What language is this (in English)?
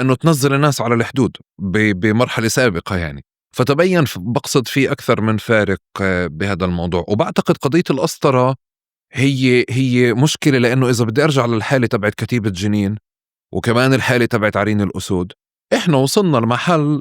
North Levantine Arabic